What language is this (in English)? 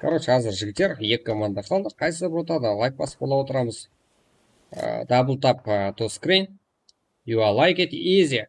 Kara-Kalpak